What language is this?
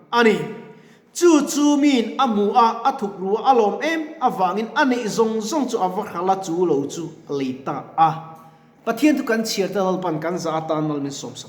Mizo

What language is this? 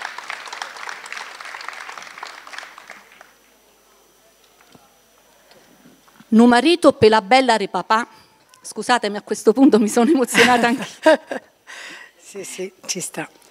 Italian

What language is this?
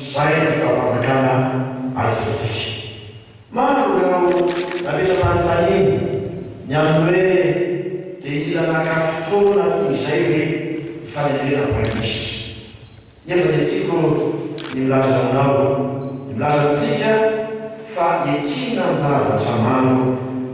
Malagasy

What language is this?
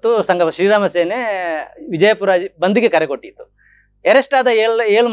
Kannada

